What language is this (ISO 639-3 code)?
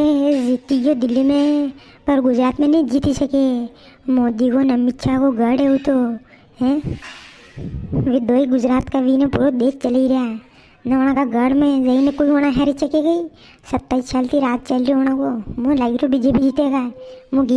raj